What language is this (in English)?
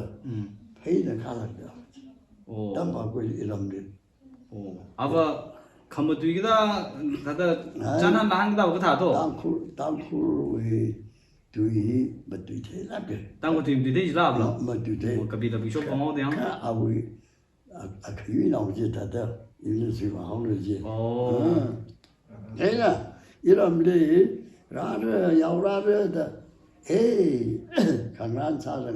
Tangkhul Naga (India)